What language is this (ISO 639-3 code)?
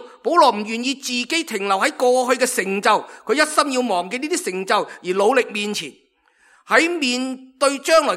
yue